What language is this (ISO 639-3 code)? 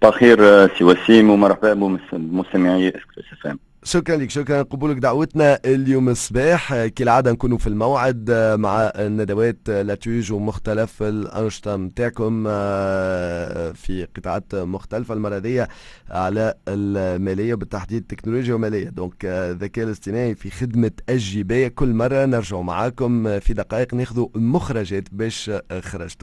aeb